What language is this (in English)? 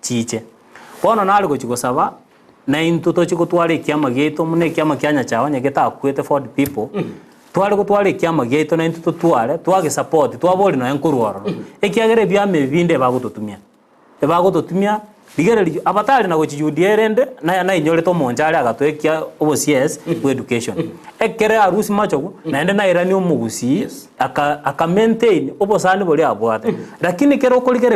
Gusii